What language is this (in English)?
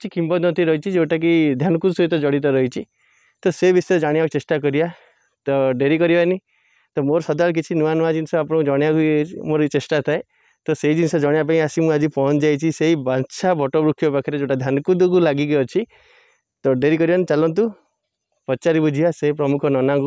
Odia